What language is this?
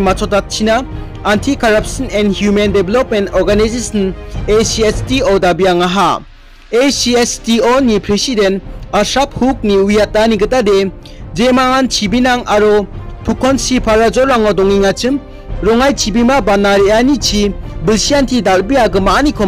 Garo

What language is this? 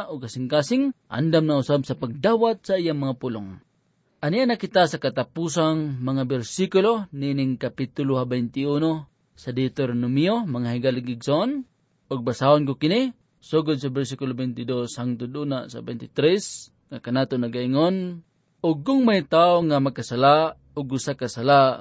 Cebuano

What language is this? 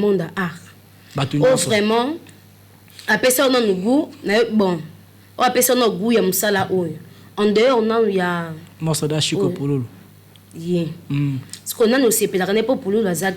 Lingala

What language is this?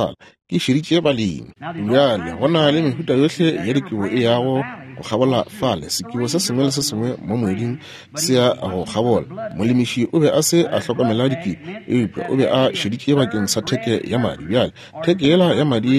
Northern Sotho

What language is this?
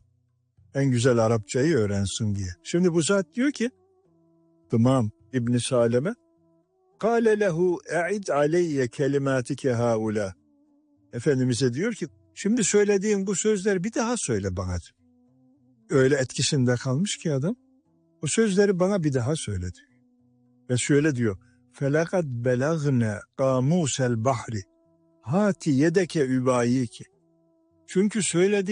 Turkish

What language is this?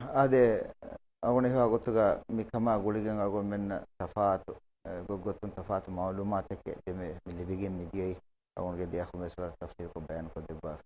Divehi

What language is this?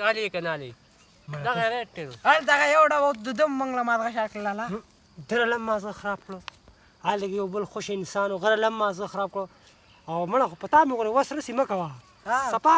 Pashto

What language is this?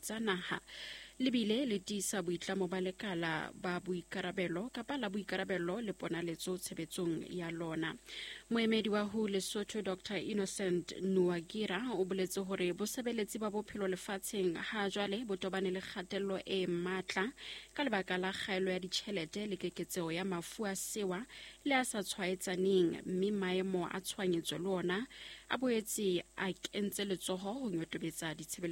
Southern Sotho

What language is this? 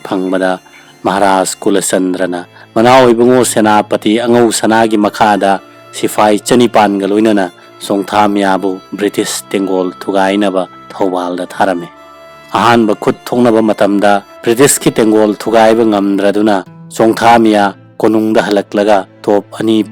Manipuri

